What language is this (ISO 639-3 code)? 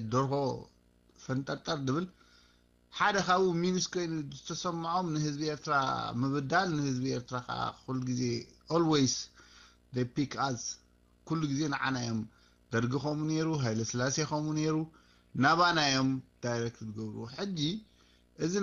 tir